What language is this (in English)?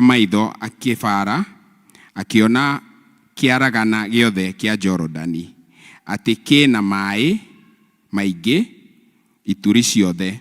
Kikuyu